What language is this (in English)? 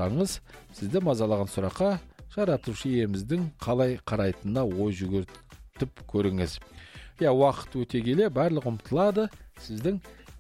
Kazakh